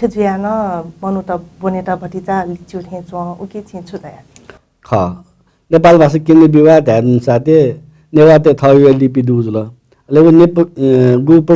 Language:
Newari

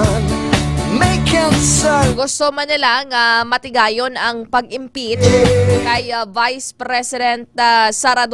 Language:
Hiligaynon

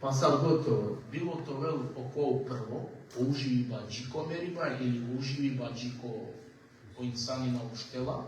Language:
Balkan Romani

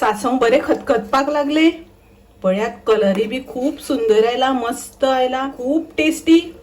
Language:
Konkani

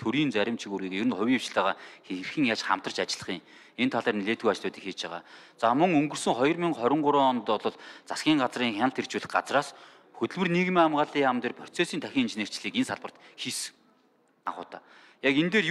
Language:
Mongolian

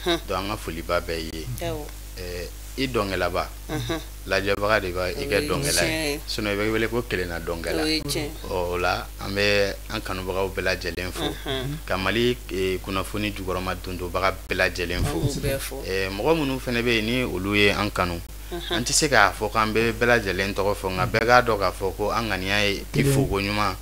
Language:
Bambara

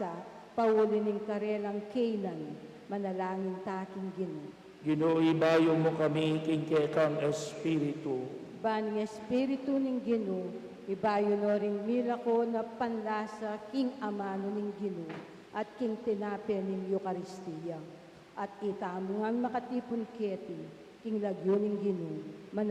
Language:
Pampanga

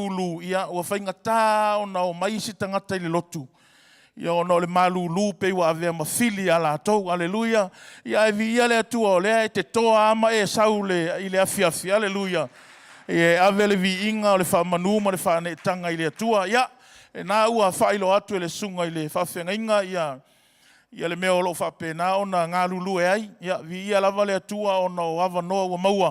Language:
Samoan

